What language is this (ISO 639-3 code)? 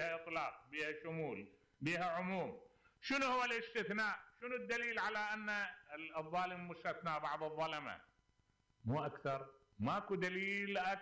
acm